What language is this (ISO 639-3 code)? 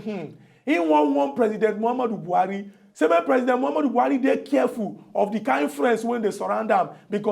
pcm